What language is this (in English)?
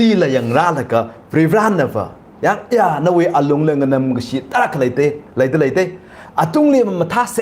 Tangkhul Naga (India)